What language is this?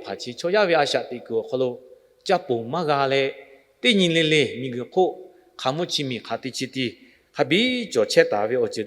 Lahu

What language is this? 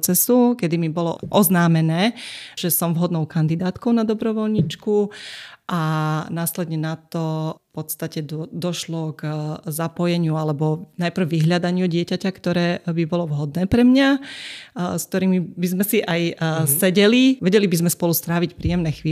Slovak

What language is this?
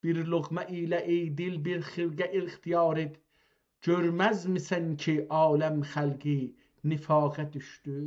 South Azerbaijani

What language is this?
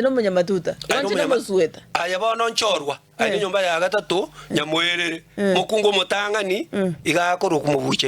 Gusii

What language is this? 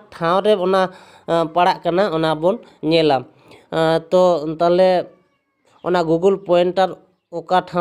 Santali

